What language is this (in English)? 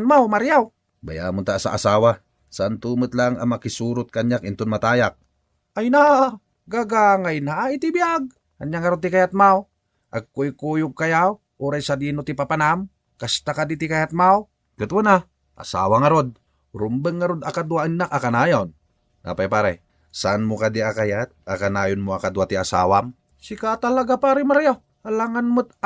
Iloko